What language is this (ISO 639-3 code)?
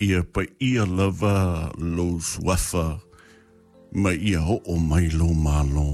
smo